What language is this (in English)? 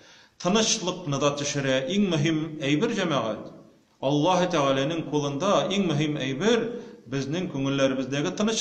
Tatar